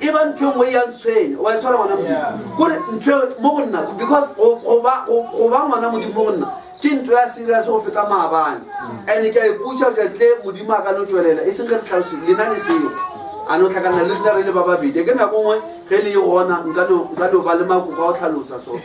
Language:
Northern Sotho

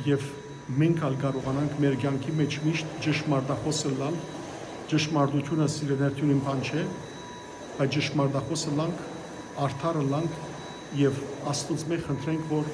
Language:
Western Armenian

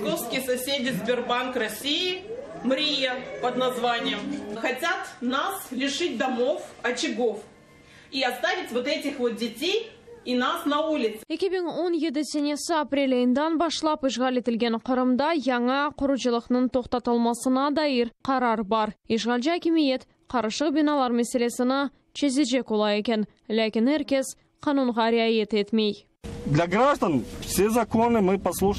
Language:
Crimean Tatar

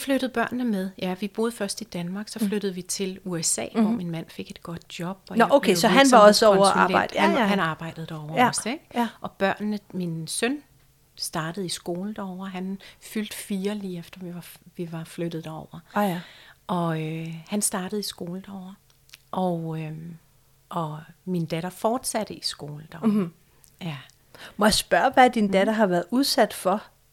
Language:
Danish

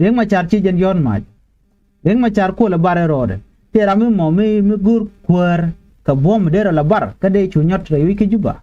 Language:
Nuer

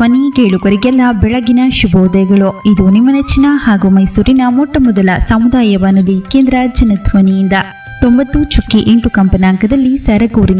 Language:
Kannada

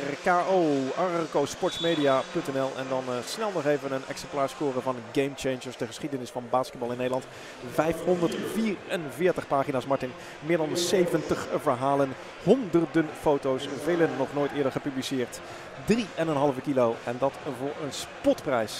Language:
Dutch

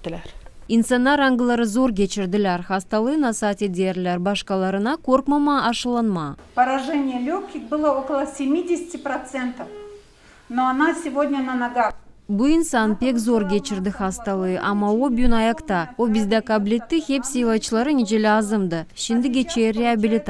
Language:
Gagauz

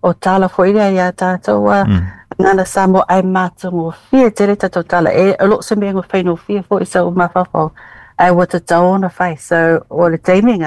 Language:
Samoan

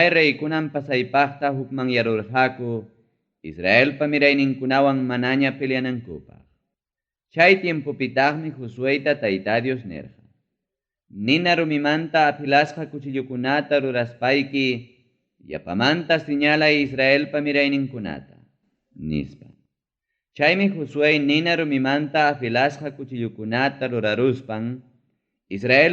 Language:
Ayacucho Quechua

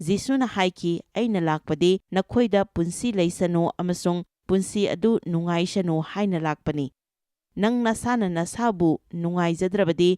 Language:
Manipuri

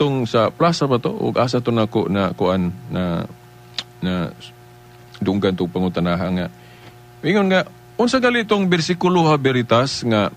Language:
Cebuano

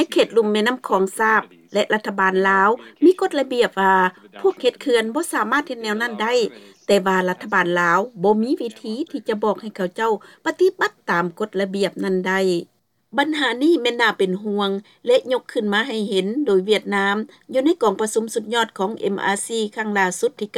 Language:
Lao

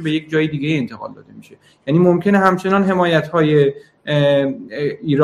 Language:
Persian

